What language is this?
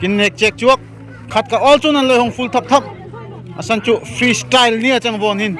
Darlong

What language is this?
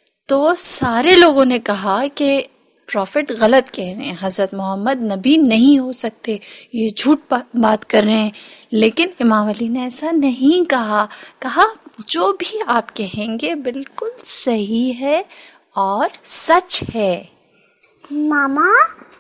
Urdu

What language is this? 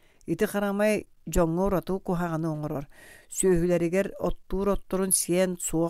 Yakut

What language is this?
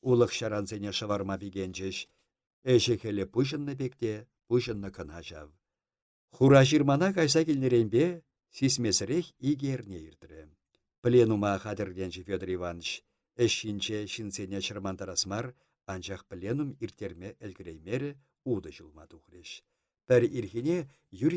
Chuvash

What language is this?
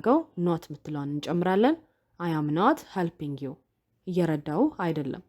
Amharic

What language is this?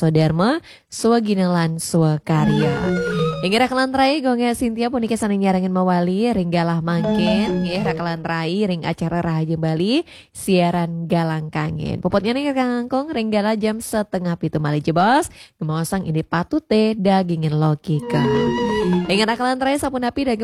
Balinese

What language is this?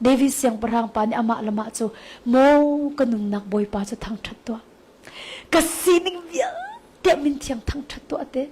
Hakha Chin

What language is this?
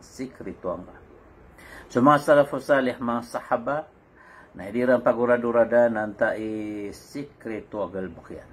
Maranao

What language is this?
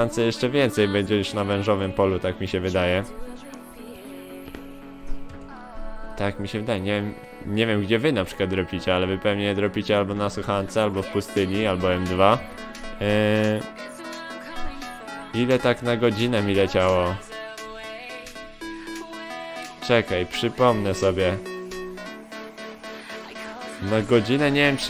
Polish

